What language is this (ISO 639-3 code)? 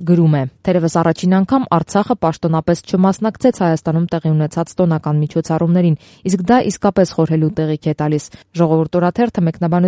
hye